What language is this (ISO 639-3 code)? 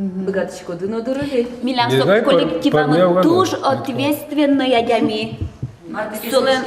udm